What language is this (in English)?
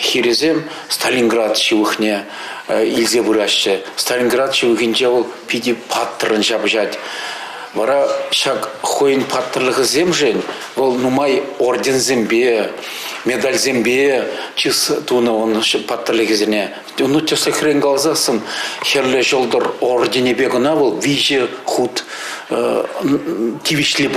Chuvash